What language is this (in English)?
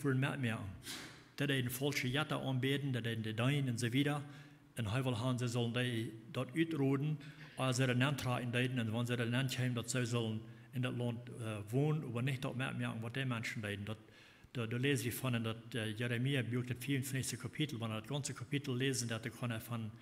Plautdietsch